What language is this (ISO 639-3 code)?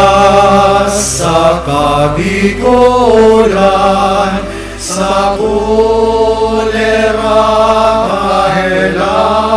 bik